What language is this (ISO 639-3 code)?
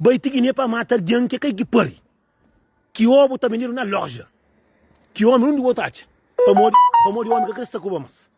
kea